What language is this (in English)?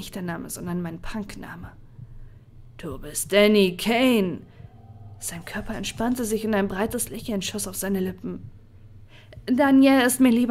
German